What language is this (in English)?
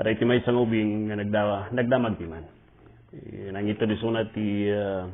Iloko